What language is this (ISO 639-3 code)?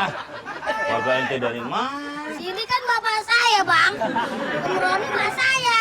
bew